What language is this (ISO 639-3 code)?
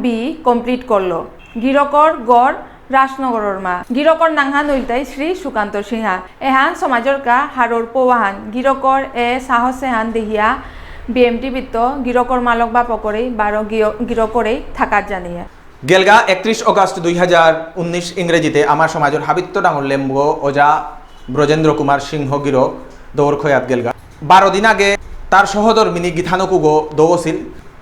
bpy